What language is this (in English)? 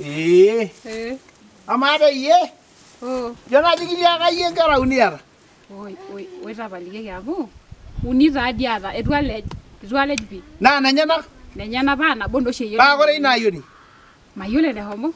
Masai